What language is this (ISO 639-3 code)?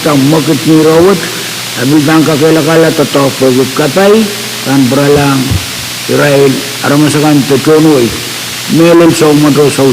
pon